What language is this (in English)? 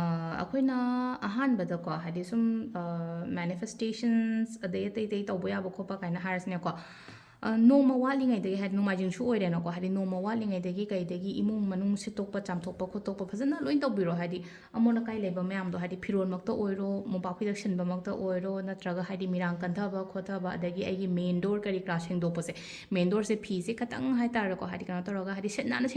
Manipuri